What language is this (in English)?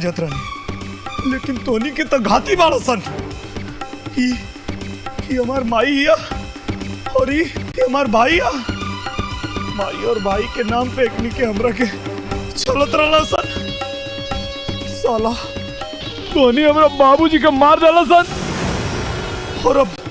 Bhojpuri